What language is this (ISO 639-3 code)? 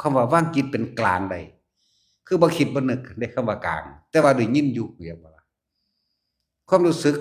lao